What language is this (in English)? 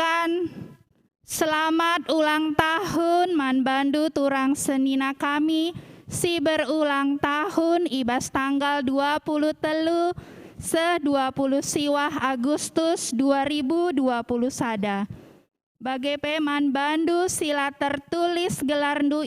Batak Karo